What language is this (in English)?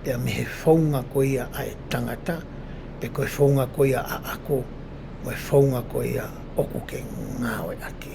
Tongan